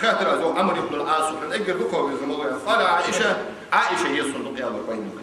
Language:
Ingush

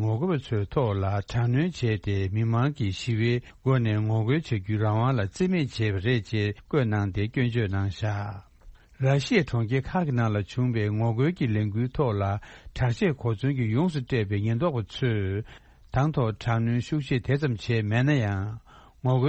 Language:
Tibetan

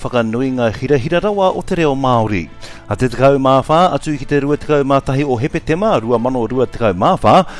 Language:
Māori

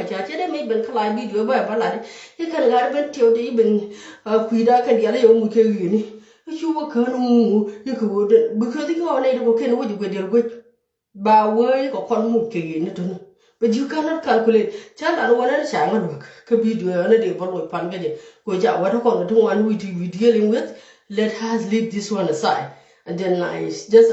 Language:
Nuer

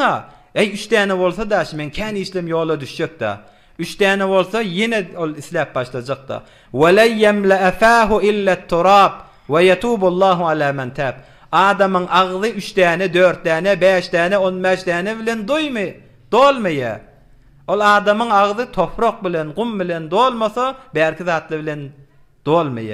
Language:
Turkmen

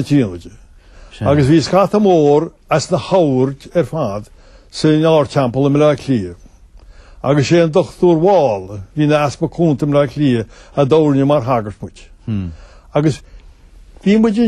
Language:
Irish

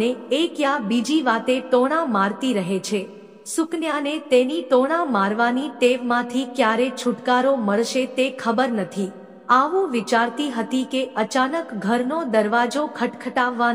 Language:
Gujarati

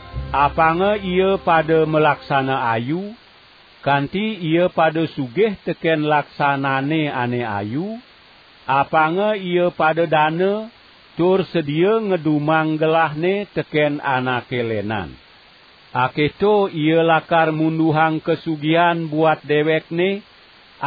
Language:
Balinese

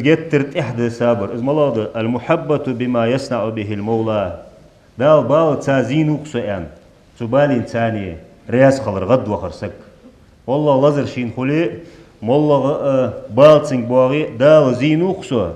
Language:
Ingush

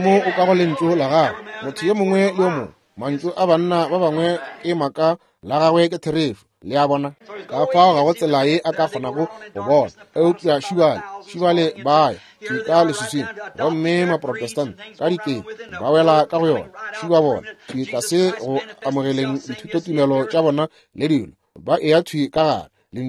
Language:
Northern Sotho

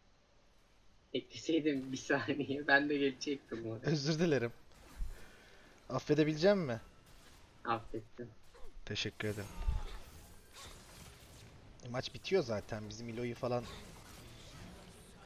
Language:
Turkish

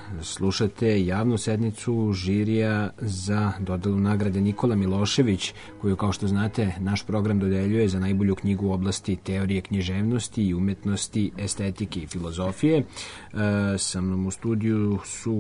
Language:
Serbian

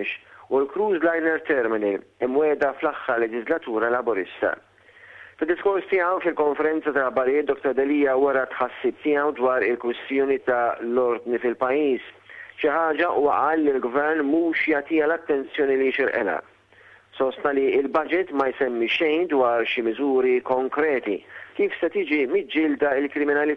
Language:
Maltese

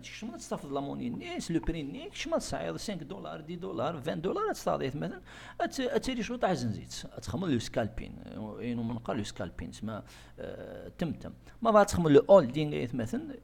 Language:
Kabyle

